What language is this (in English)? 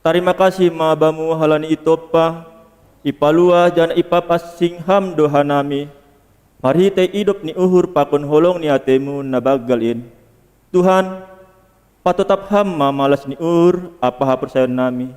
Batak Simalungun